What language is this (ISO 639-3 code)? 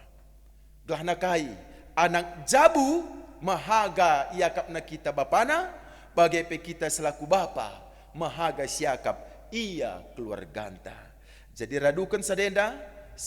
btx